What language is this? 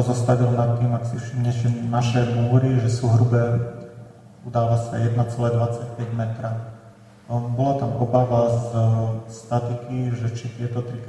Slovak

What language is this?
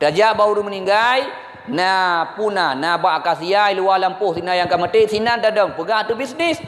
Achinese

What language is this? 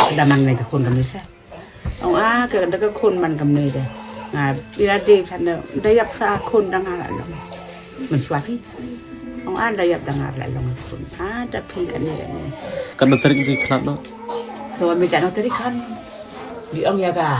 Khasi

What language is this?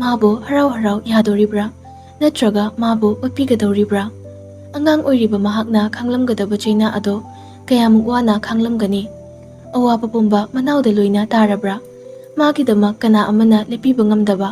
Manipuri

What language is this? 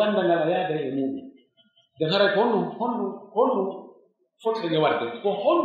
Pular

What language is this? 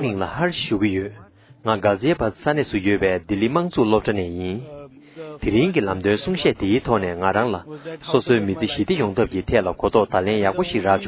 Tibetan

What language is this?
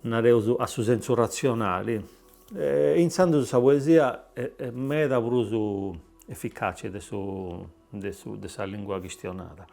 Sardinian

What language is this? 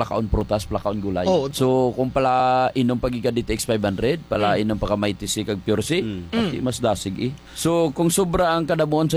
Hiligaynon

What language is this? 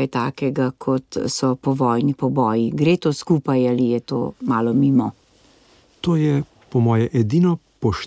Slovenian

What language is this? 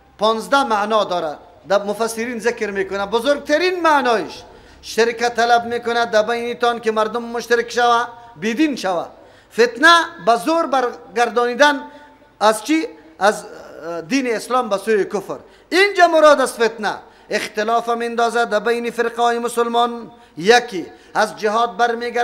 Persian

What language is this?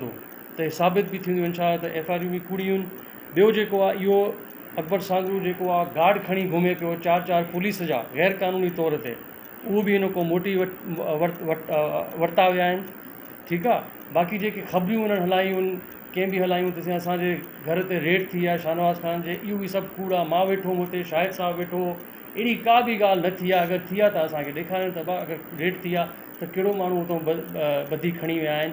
Sindhi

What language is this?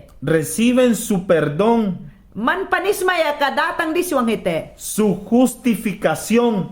Mayangna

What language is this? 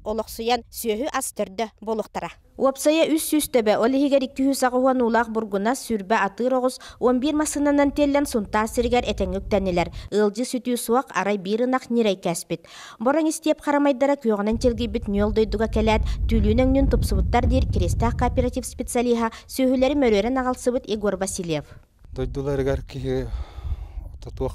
Yakut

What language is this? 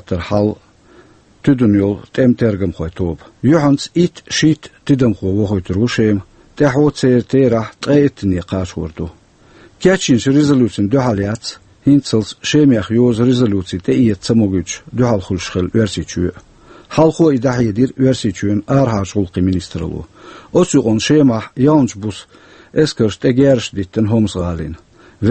Chechen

